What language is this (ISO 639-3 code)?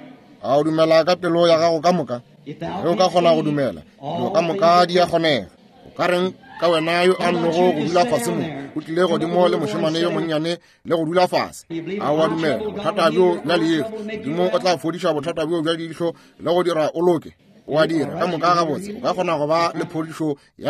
nso